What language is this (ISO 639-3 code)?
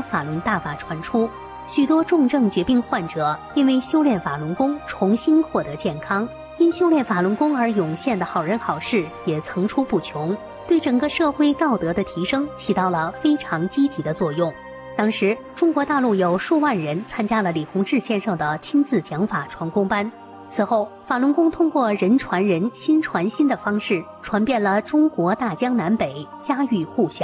zho